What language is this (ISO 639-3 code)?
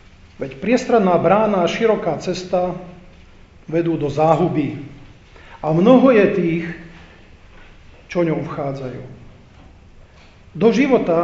slk